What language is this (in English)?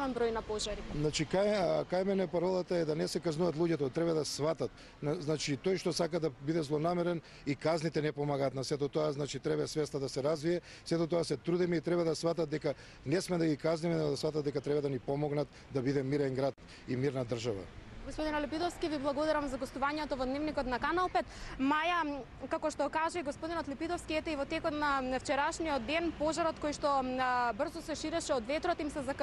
Macedonian